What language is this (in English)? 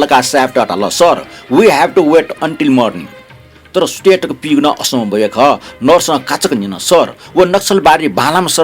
Newari